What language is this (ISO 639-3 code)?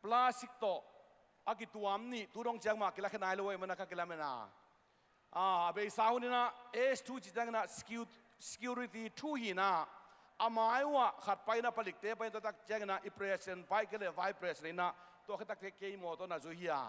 ctd